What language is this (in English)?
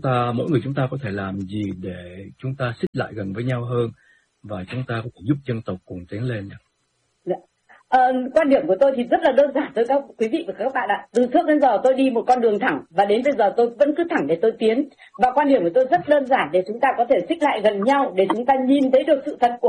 Vietnamese